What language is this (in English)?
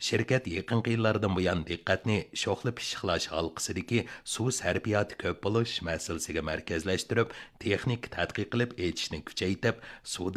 Uyghur